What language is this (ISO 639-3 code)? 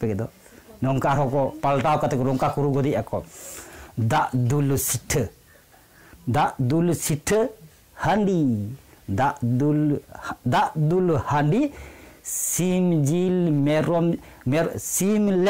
sat